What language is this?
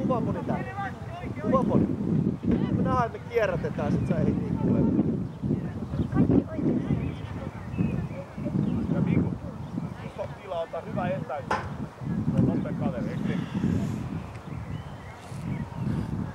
Finnish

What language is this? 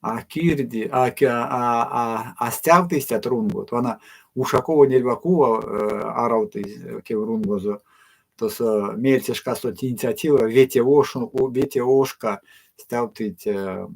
Erzya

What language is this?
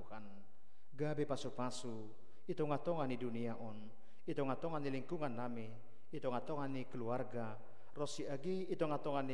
Batak Simalungun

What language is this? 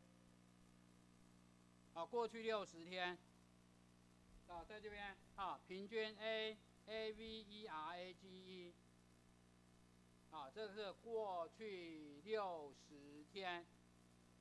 Chinese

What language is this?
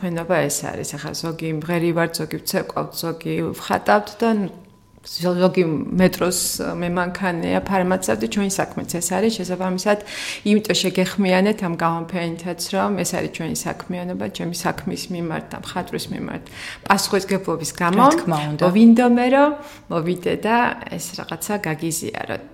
Georgian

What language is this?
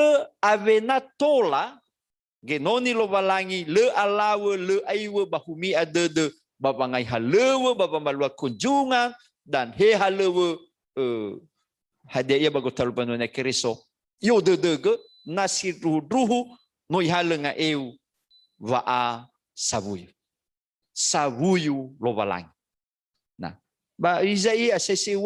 Nias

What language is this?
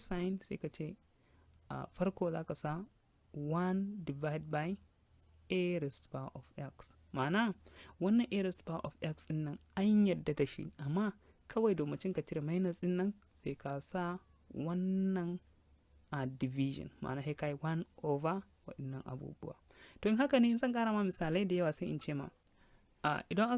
Hausa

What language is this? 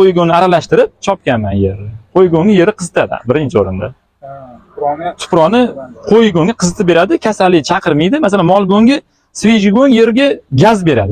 Uzbek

